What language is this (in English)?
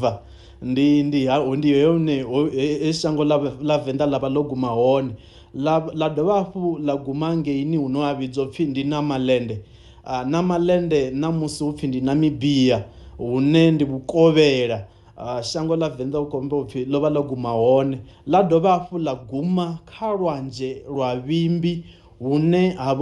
Venda